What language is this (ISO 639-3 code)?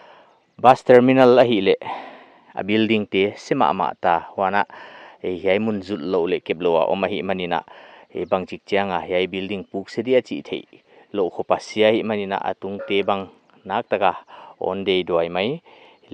pck